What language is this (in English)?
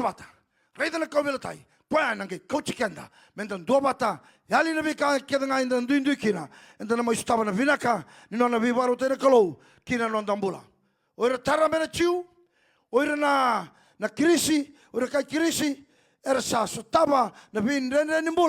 Fijian